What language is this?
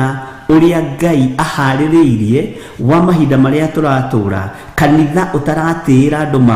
Kikuyu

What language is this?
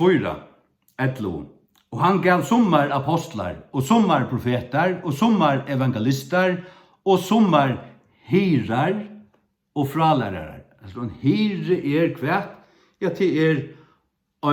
Faroese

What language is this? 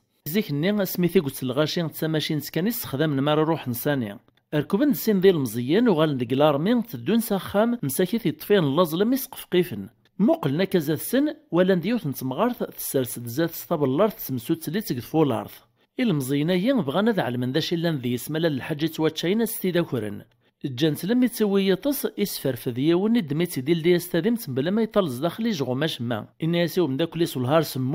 Kabyle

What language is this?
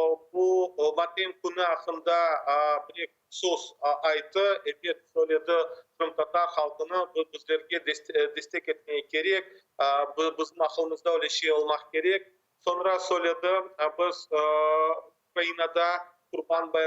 Crimean Tatar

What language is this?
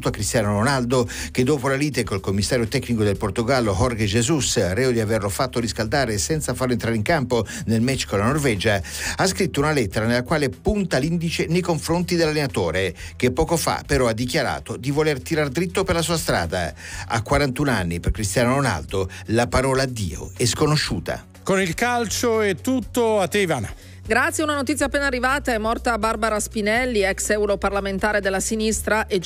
Italian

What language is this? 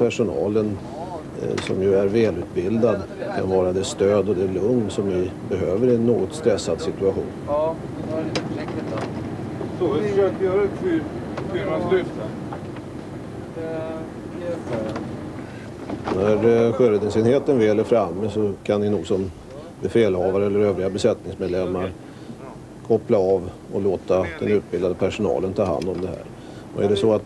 Swedish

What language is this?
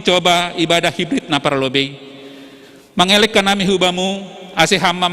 Batak Simalungun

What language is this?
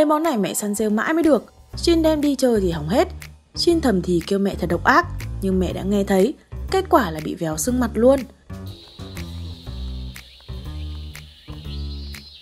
Vietnamese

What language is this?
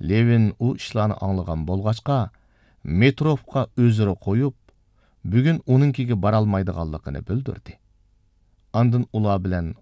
Uyghur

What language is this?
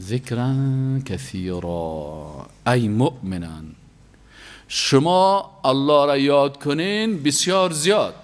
Persian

